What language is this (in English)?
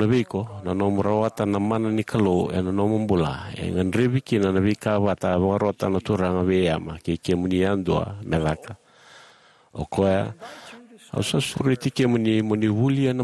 Fijian